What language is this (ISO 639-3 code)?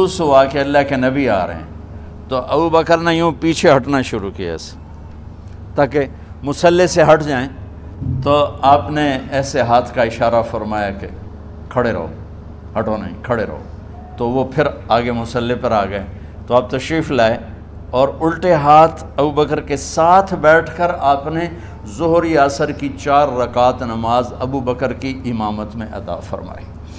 urd